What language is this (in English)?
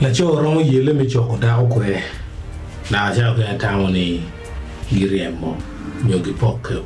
Acoli